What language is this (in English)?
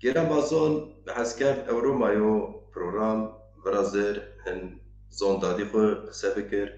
Zaza